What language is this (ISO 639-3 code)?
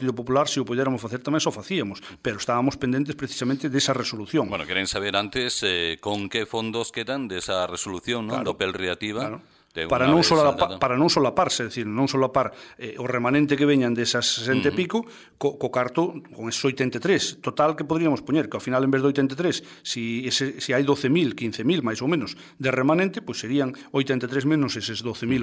glg